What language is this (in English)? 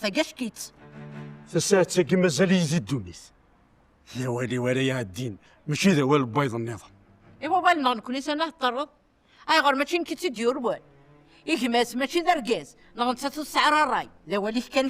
Kabyle